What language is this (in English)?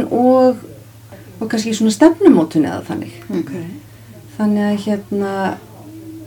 Icelandic